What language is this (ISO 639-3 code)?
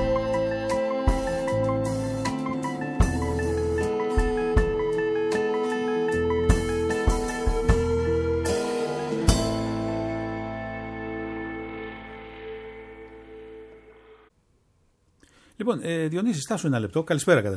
ell